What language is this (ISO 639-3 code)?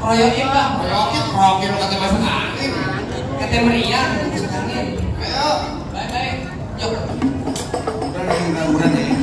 bew